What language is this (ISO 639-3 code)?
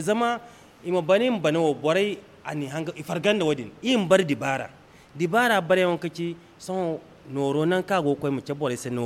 dje